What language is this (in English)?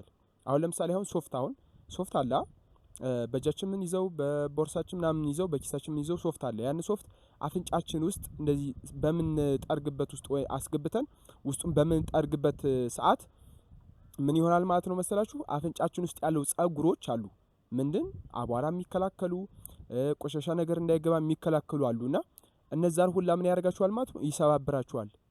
Amharic